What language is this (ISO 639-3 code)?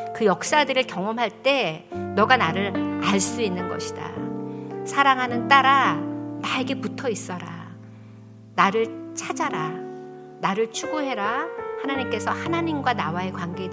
kor